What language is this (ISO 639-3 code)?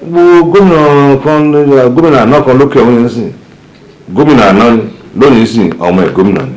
yor